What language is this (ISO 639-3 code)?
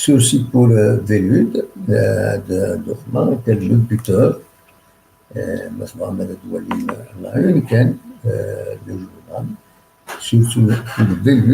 kab